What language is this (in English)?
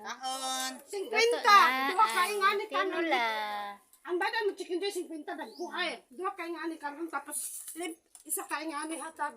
Cebuano